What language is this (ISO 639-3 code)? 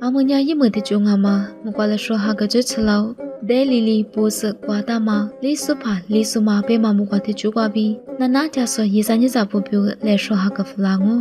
lis